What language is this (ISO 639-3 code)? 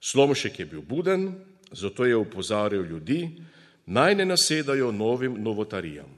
slv